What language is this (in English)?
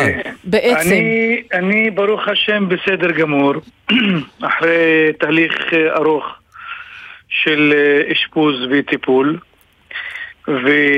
Hebrew